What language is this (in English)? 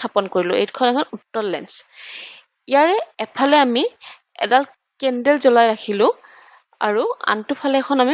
Assamese